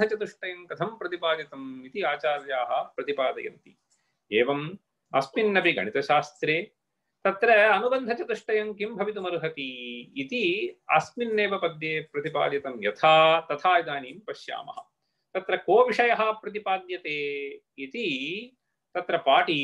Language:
Sanskrit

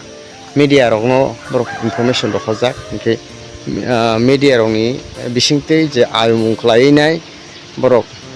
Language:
Kok Borok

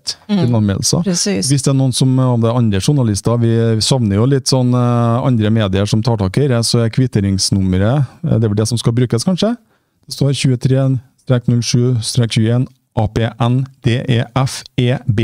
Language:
Norwegian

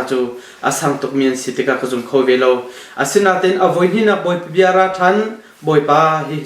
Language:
Hakha Chin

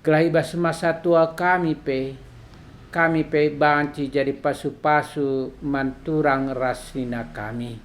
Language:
Batak Karo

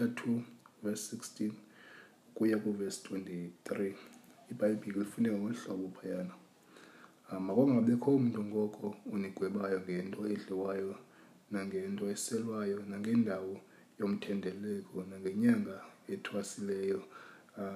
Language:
Xhosa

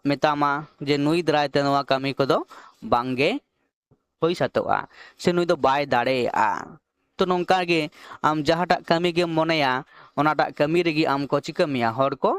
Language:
Santali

